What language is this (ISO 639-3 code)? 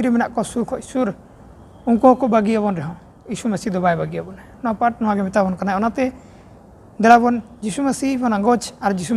sat